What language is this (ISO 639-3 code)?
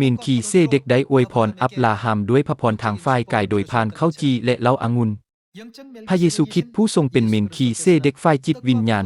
lao